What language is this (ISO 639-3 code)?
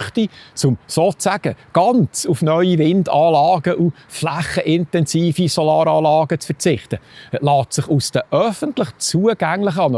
gsw